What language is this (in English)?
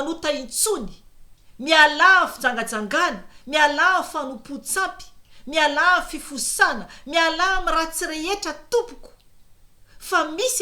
Malagasy